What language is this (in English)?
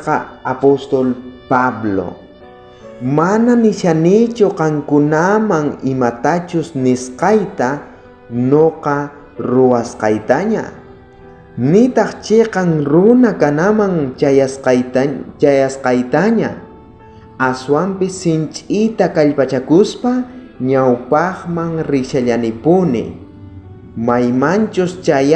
South Bolivian Quechua